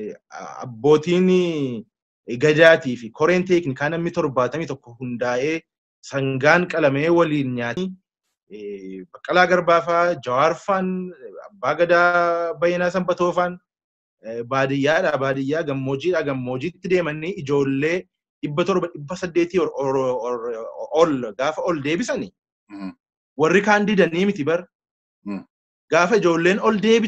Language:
Oromo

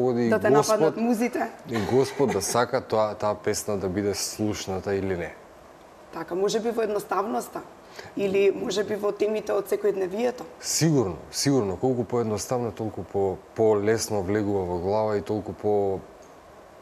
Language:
Macedonian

